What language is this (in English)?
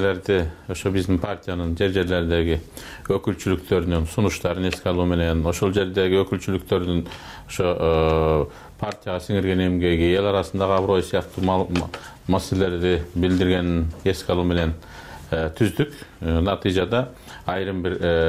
Kyrgyz